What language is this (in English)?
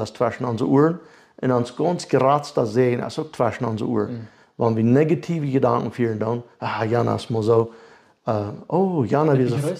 Plautdietsch